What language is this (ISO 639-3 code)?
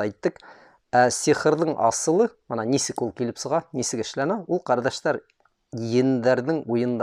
bak